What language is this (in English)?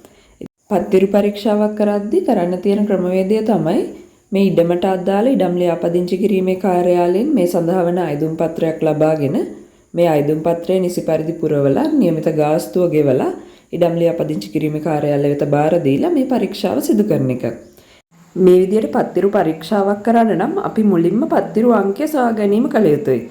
Sinhala